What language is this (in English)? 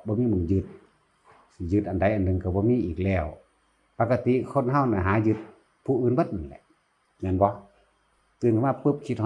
Northeastern Thai